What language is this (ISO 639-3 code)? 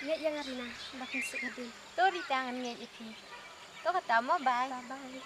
kha